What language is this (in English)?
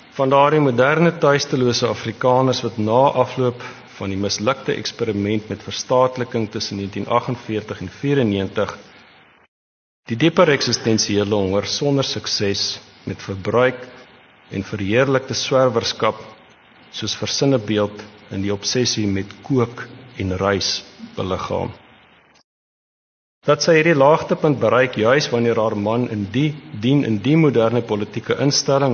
Afrikaans